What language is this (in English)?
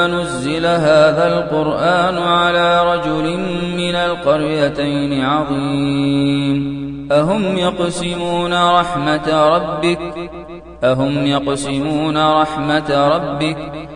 Arabic